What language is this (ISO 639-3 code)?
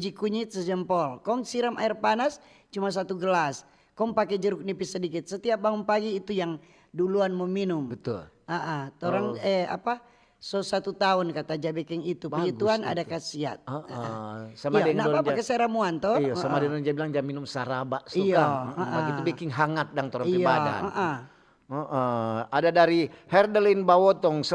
xmm